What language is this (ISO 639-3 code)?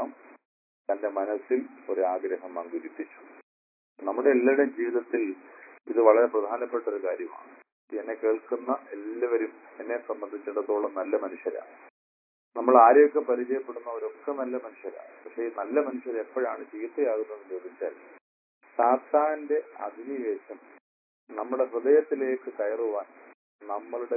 mal